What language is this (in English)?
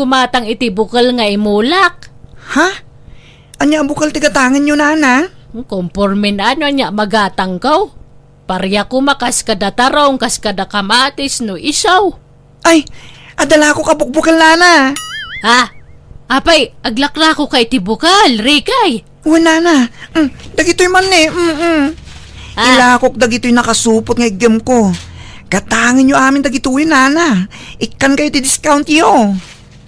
Iloko